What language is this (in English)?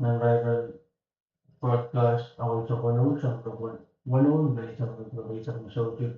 Pohnpeian